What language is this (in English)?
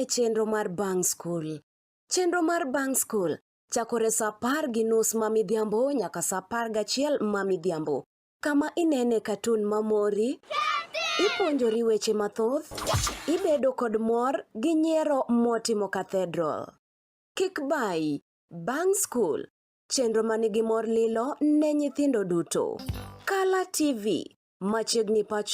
Luo (Kenya and Tanzania)